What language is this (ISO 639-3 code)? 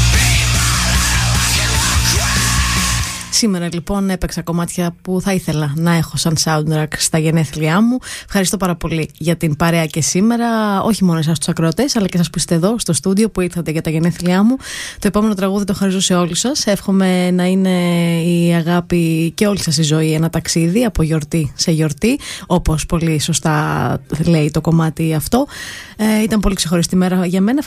ell